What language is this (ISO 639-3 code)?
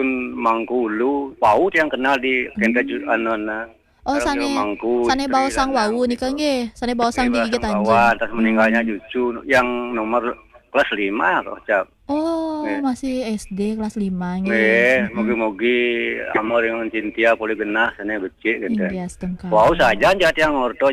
ban